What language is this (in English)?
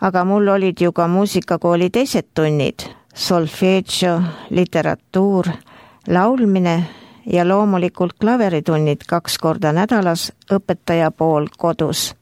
Estonian